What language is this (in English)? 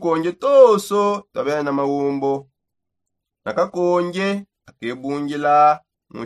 Songe